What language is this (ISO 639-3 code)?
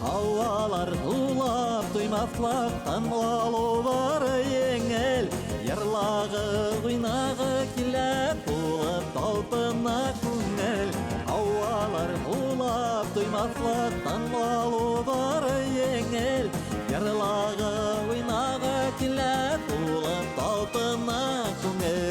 bak